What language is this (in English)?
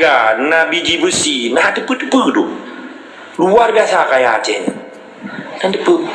Achinese